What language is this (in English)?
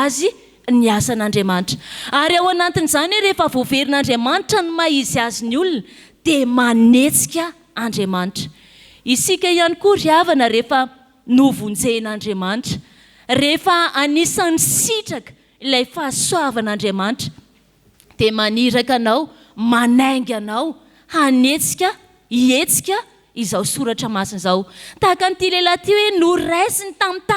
Malagasy